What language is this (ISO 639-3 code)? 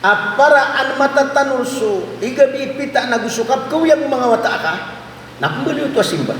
mrw